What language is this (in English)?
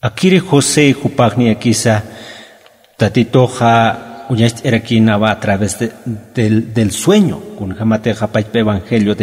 Aymara